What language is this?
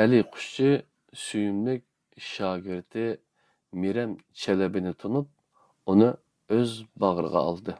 Uyghur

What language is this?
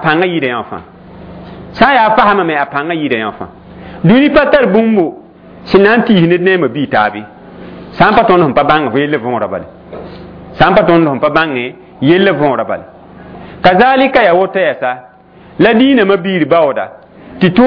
Mossi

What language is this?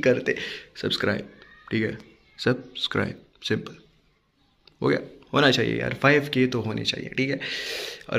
Hindi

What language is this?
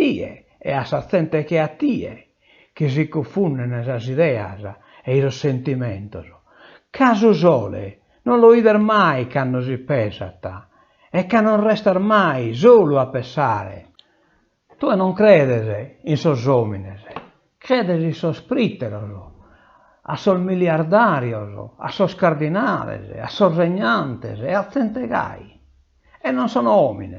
Sardinian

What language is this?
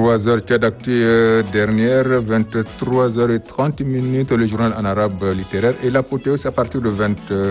French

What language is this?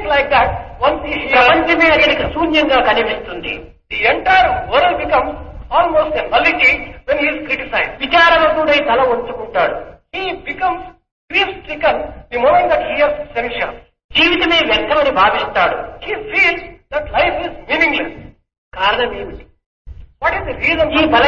Telugu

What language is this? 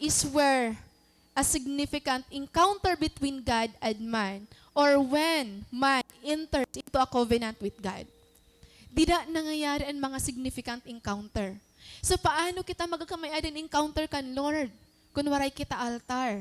Waray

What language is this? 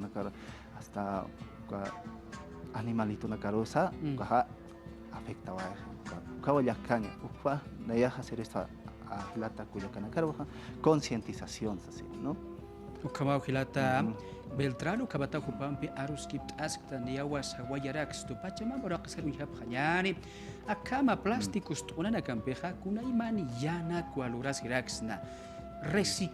Aymara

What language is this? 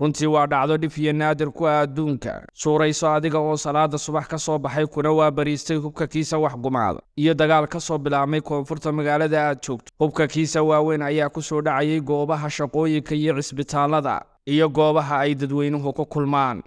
Somali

